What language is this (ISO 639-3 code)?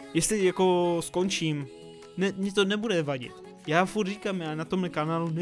ces